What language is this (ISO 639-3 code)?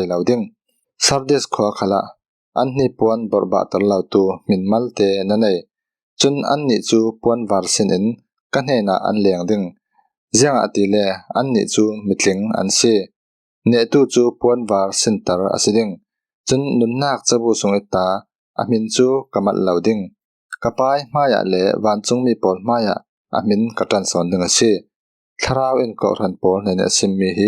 cfm